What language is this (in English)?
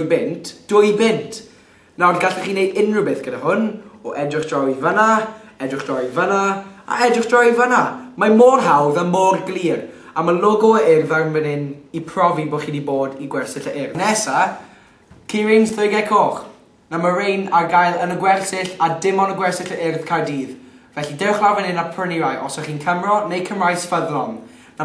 Welsh